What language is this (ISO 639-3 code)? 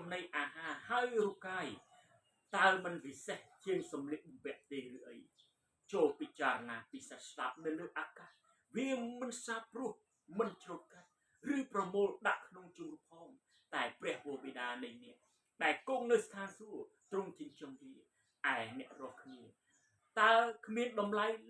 khm